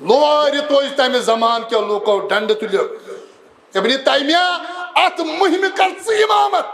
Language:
Kashmiri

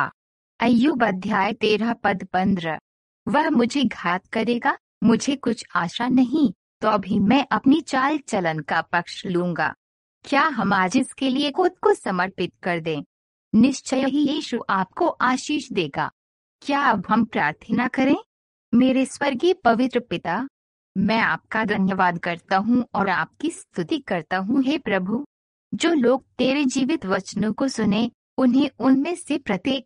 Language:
Hindi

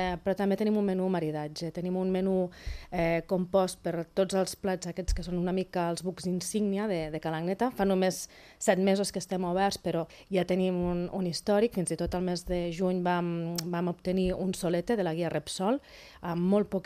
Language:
Catalan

